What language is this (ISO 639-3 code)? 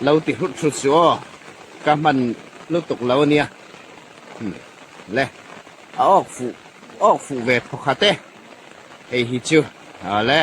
hmr